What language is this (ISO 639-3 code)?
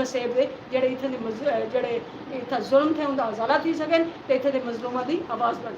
skr